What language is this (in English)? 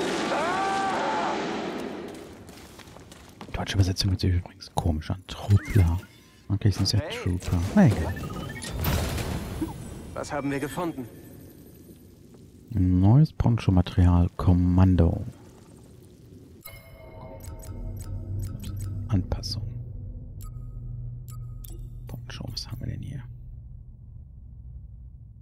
German